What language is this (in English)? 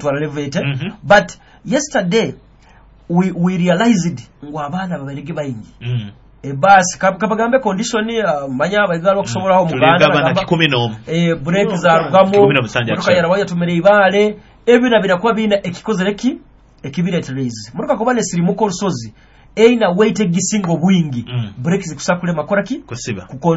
Nyoro